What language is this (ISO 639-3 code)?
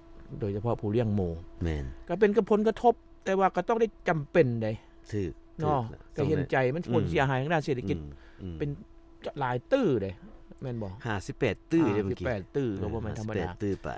lao